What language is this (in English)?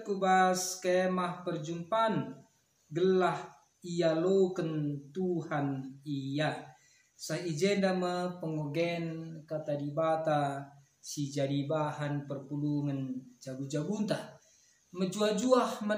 Batak Karo